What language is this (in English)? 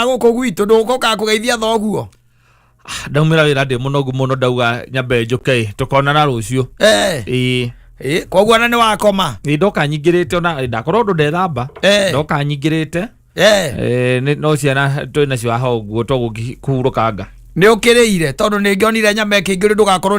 Kikuyu